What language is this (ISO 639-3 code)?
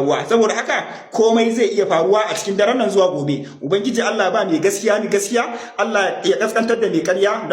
hau